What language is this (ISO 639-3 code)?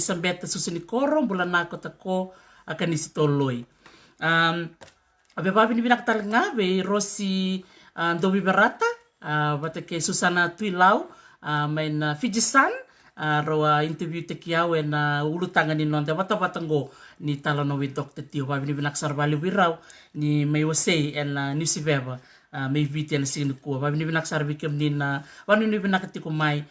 fij